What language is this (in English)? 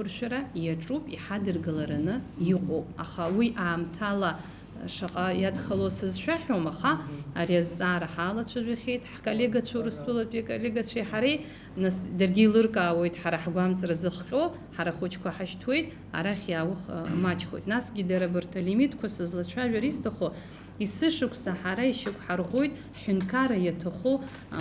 Abkhazian